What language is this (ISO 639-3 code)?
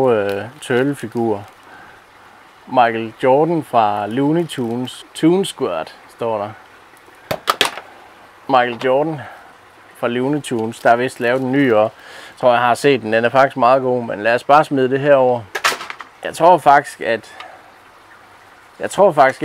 dan